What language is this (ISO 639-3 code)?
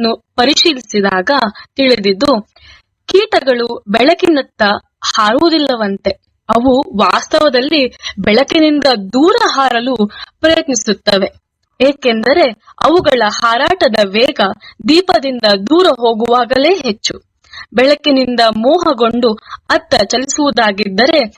kan